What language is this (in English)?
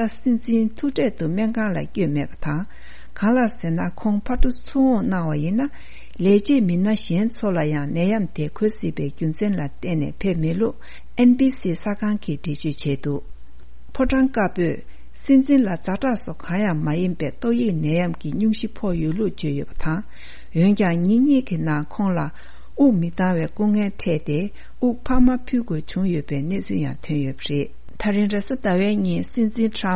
Tibetan